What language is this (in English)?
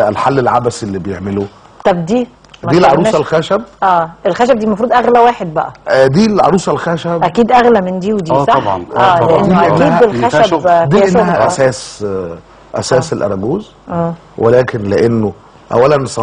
Egyptian Arabic